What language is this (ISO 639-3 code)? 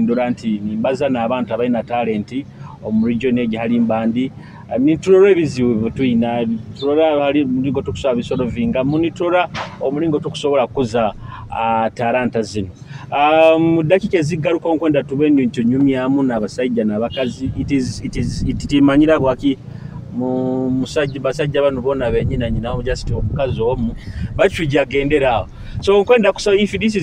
nyo